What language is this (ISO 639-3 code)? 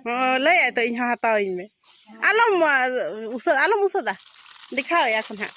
sat